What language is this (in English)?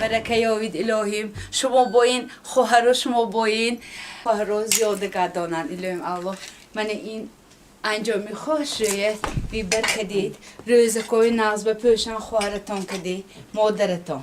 Tajik